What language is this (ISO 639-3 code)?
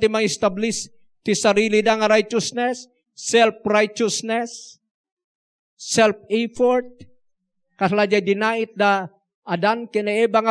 ilo